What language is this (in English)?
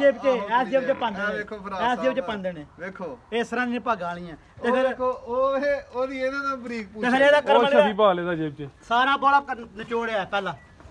Punjabi